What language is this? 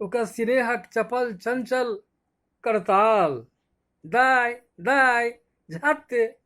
Maithili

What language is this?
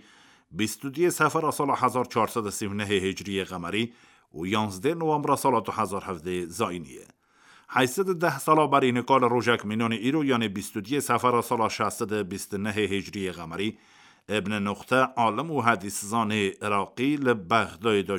Kurdish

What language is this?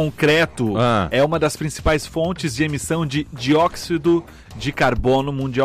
Portuguese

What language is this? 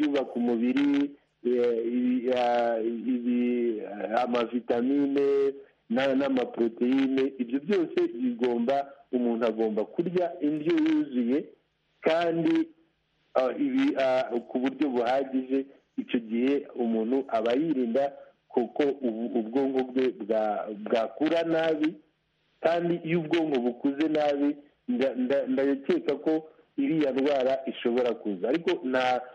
Kinyarwanda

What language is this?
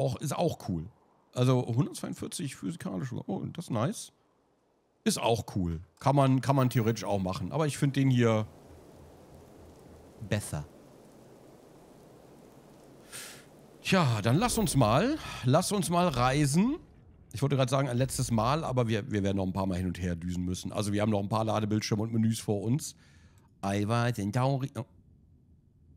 German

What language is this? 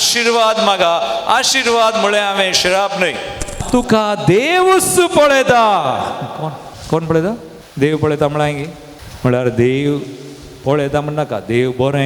Konkani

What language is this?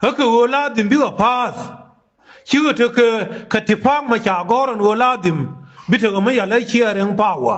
Nuer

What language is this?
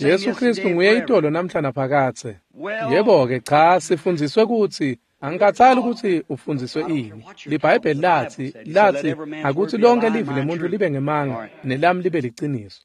Swati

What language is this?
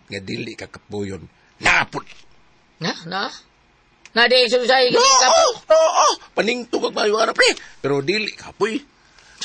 Cebuano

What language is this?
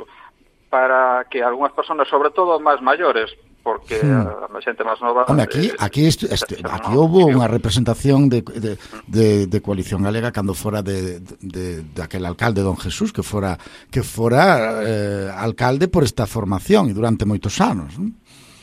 Galician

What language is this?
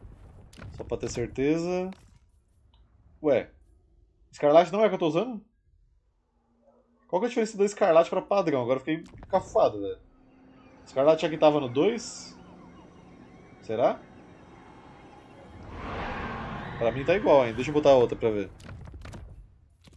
Portuguese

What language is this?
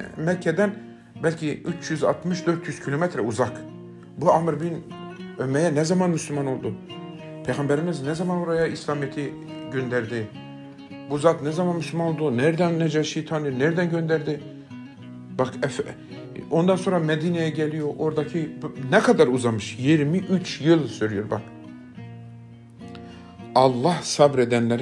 Turkish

